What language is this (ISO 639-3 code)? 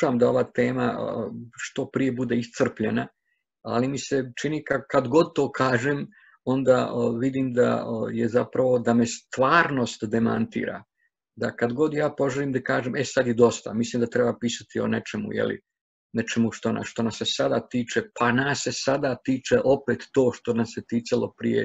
hrv